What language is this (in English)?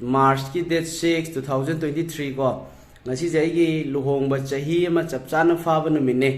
Manipuri